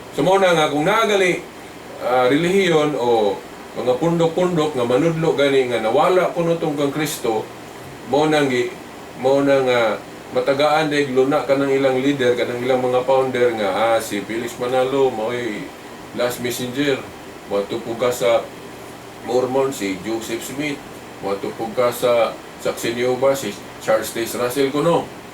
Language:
Cebuano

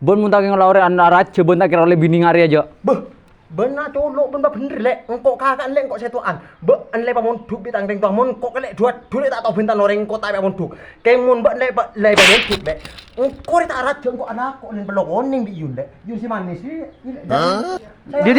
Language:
Madurese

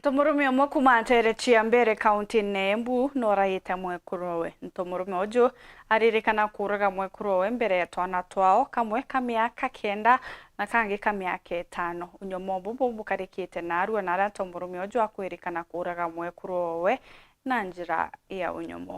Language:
Meru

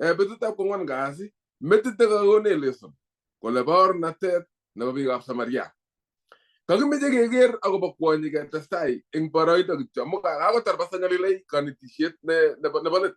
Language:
Kalenjin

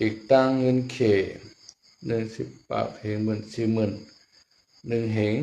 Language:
Shan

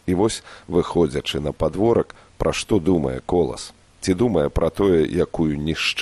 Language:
Belarusian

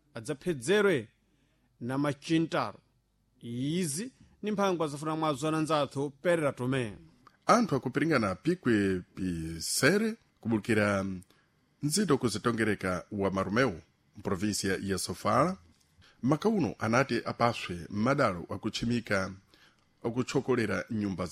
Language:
Sena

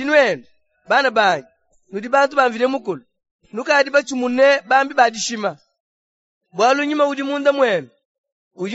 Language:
Luba-Lulua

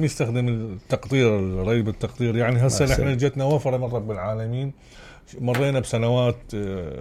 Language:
Mesopotamian Arabic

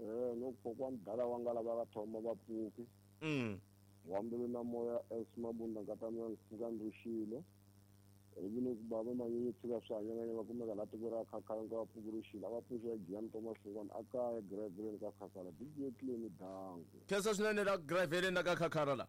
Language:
Tsonga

